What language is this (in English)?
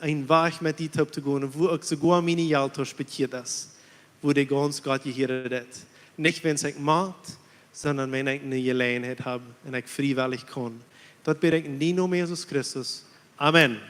Plautdietsch